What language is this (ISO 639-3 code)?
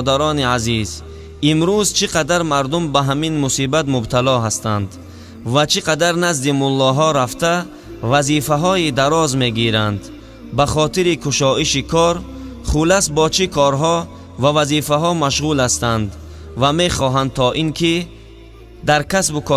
tgk